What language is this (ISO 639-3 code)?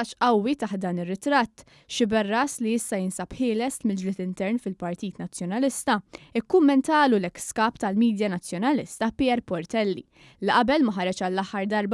mlt